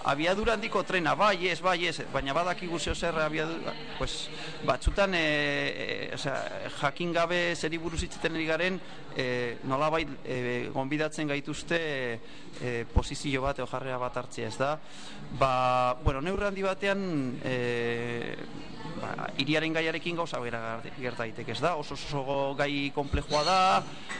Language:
Basque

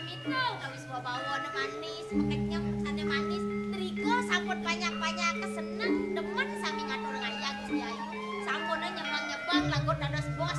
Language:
Balinese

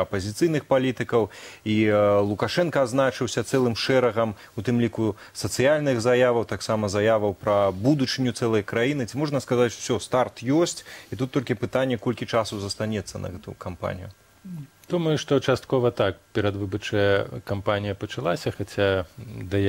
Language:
Belarusian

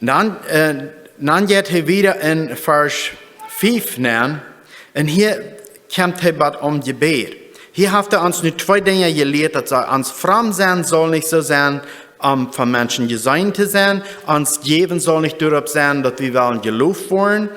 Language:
Plautdietsch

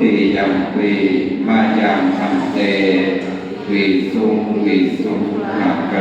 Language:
Pali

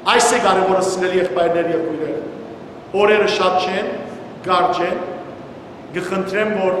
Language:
Western Armenian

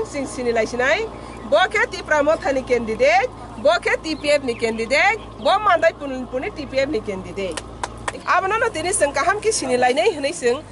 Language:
Kok Borok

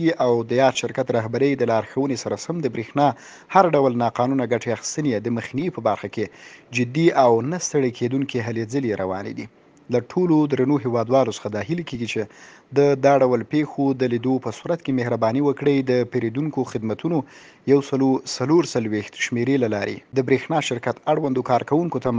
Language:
Pashto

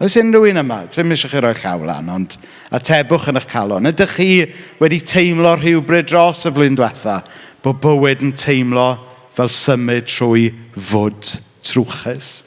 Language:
Welsh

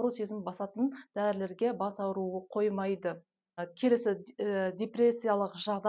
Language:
Kazakh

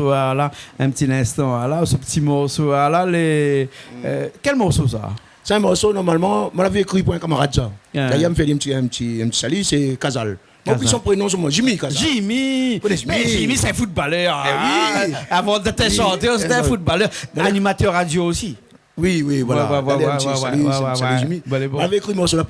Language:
Réunion Creole French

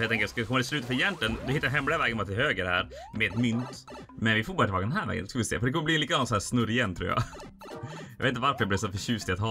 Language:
Swedish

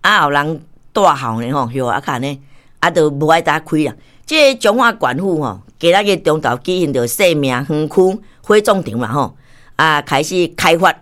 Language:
Min Nan Chinese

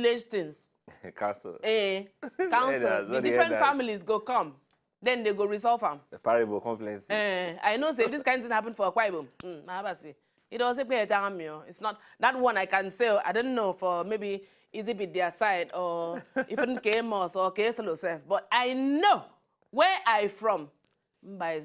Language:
Nigerian Pidgin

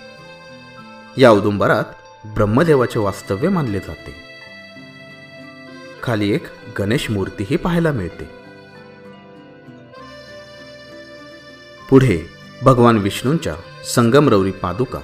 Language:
Marathi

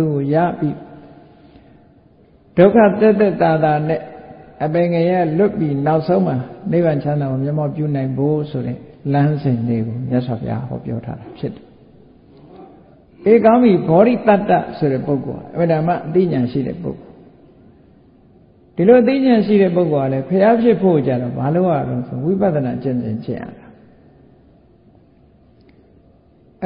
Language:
Burmese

